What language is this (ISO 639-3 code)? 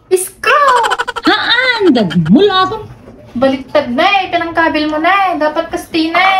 fil